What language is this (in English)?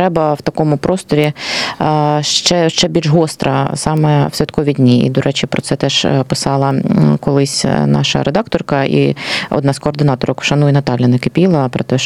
Ukrainian